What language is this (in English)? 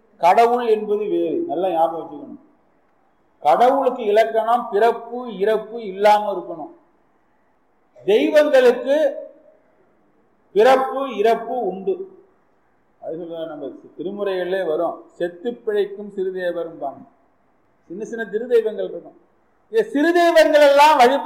Tamil